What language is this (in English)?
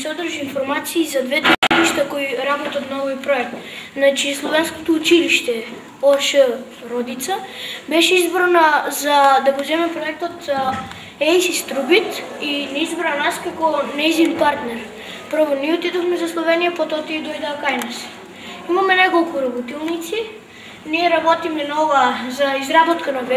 Macedonian